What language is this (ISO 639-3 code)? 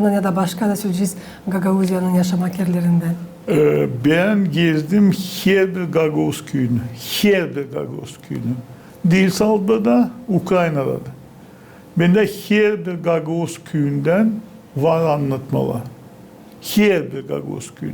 gag